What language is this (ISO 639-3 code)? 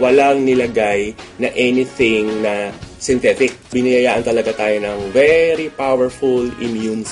fil